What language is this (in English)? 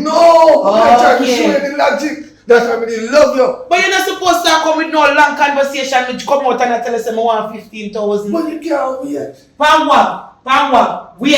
Jamaican Creole English